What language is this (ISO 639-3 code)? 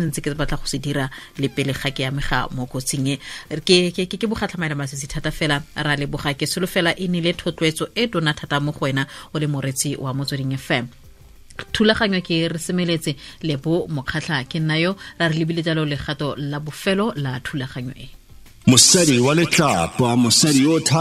tsn